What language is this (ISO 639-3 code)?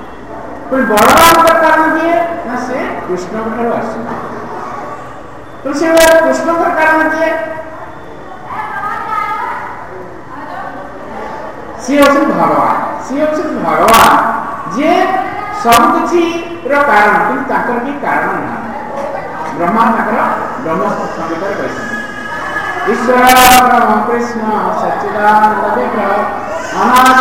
ori